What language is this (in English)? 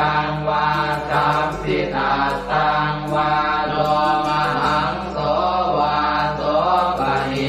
Pali